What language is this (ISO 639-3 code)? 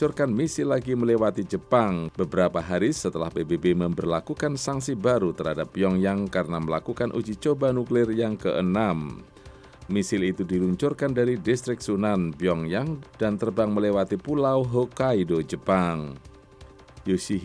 ind